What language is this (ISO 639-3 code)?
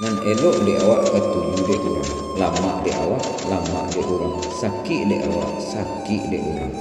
min